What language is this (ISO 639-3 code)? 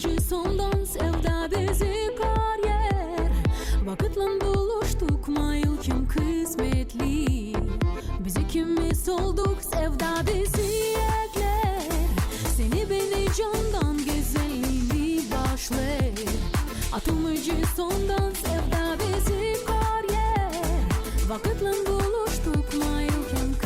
gag